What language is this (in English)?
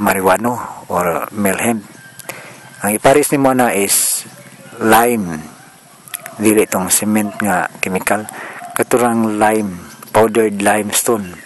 Cebuano